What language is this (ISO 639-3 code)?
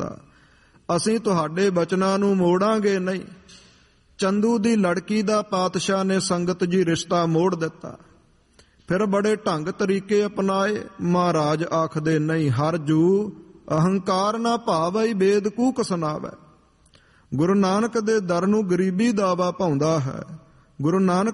pan